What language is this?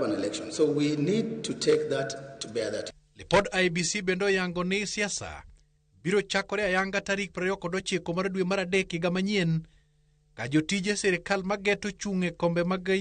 Luo (Kenya and Tanzania)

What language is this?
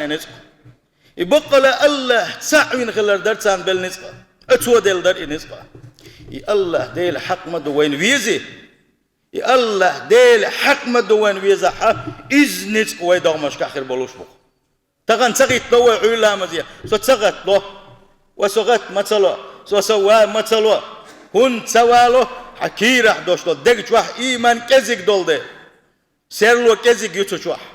Chechen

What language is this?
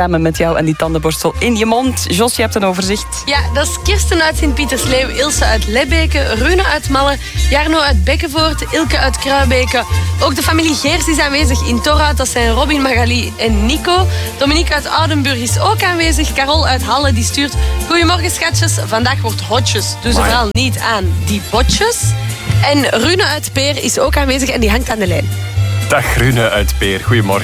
Dutch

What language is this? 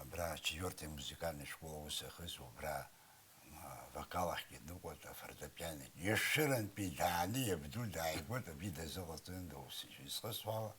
Abkhazian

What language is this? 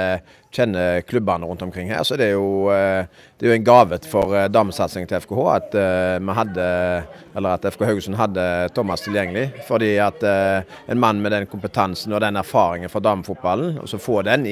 Norwegian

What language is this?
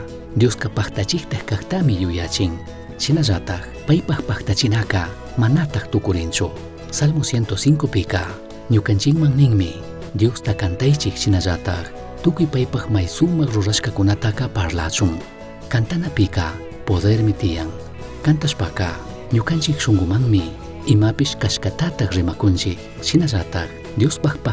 Chimborazo Highland Quichua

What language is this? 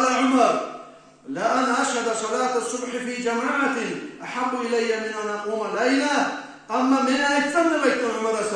Kumyk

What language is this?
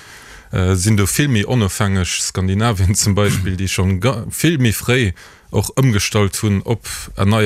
Luxembourgish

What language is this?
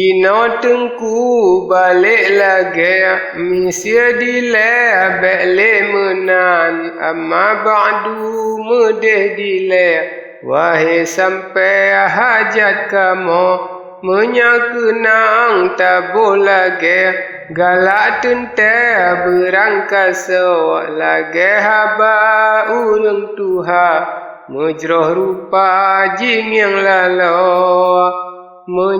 Achinese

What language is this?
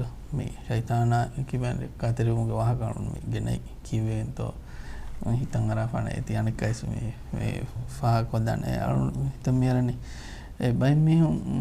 Divehi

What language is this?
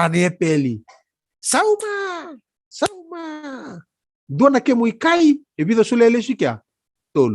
Fijian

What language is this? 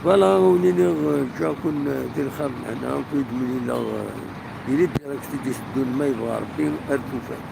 Kabyle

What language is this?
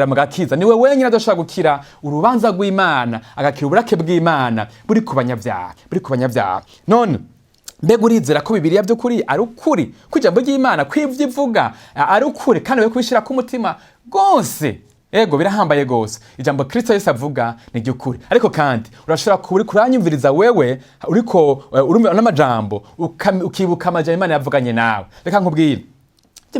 Rundi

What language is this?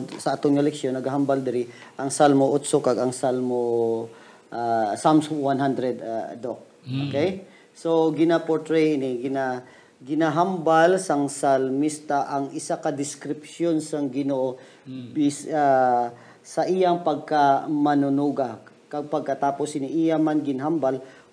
Hiligaynon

